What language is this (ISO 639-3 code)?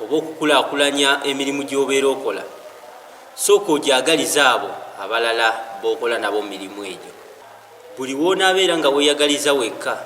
lug